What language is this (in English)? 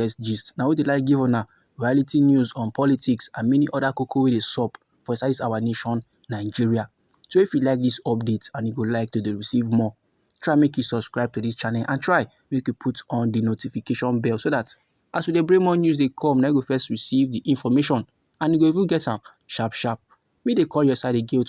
Nigerian Pidgin